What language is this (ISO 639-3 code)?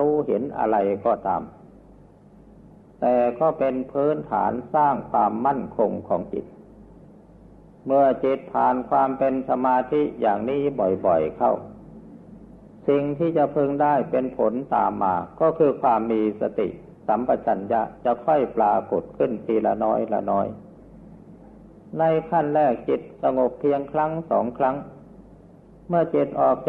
tha